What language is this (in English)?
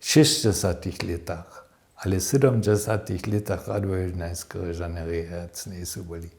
Upper Sorbian